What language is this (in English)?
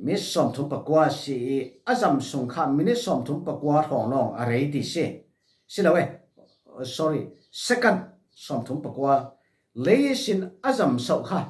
Falam Chin